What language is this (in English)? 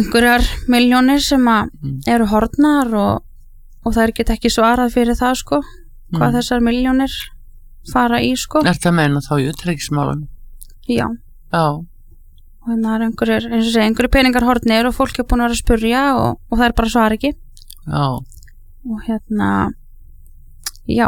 Icelandic